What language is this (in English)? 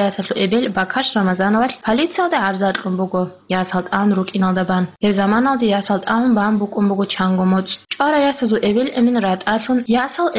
Avaric